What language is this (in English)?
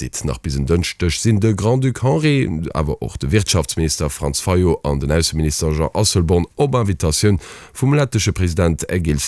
Luxembourgish